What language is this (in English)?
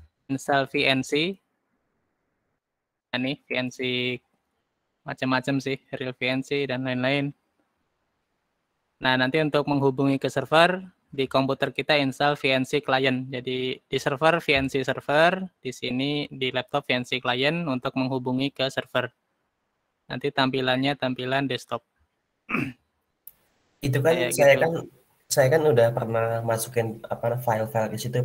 Indonesian